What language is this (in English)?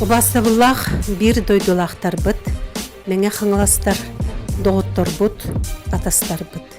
Yakut